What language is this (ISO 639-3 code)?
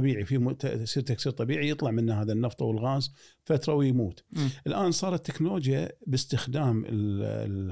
afb